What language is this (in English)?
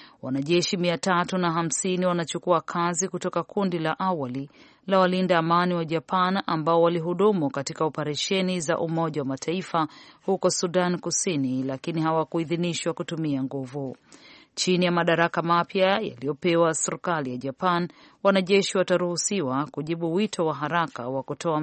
Swahili